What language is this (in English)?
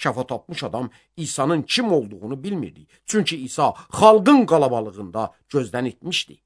Azerbaijani